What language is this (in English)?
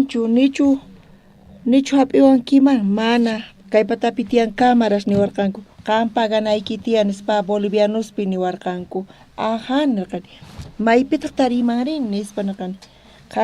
South Bolivian Quechua